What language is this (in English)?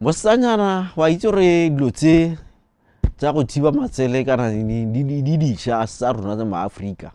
Tswana